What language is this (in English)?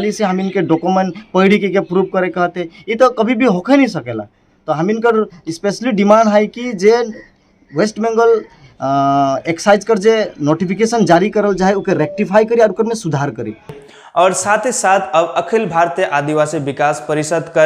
Sadri